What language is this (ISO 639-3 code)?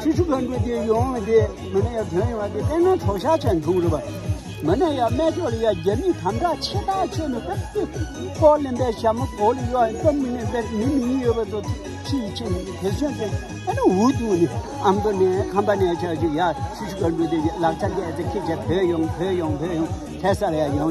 bod